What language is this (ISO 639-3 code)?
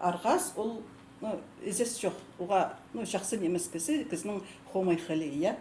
kjh